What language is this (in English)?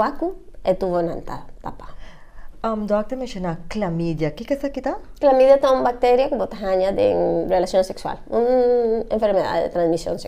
Papiamento